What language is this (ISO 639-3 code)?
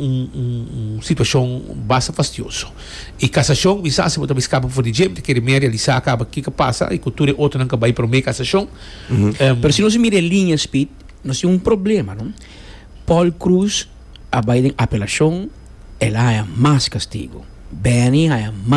pap